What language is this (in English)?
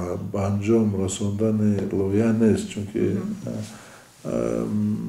Tajik